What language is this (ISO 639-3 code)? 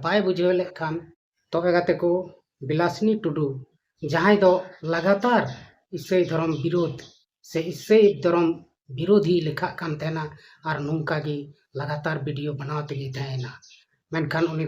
sat